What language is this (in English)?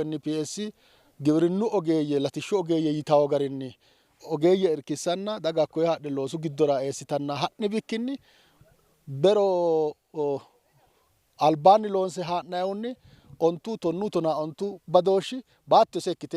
Sidamo